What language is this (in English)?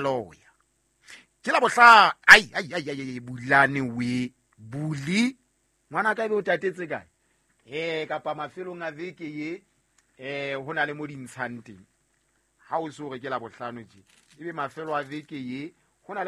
Southern Sotho